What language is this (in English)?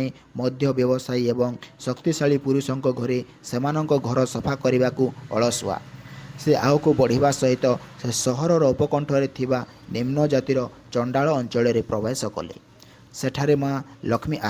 Odia